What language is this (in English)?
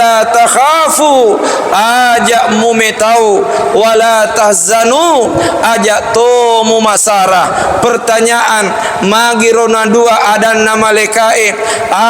Buginese